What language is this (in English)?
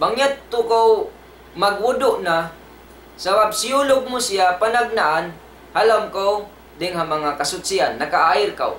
Tausug